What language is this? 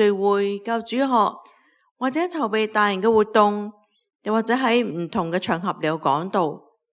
Cantonese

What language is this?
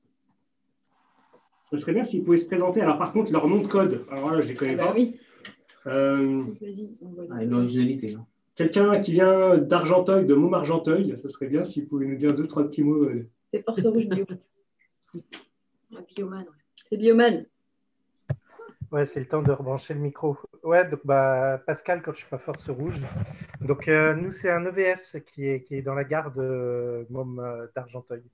French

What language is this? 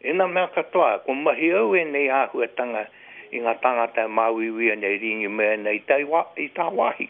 Māori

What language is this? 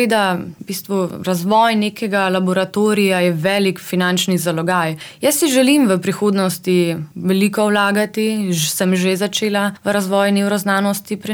Slovenian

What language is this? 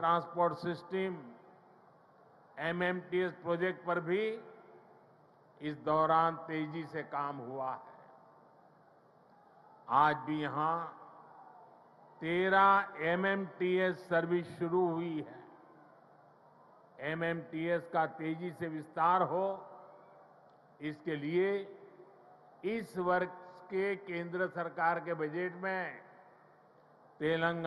Hindi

